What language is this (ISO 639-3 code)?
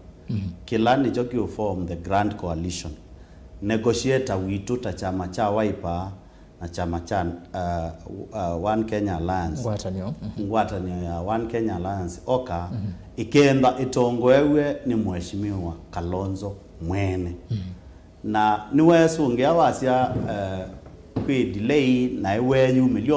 kam